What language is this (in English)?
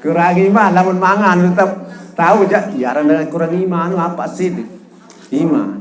Sasak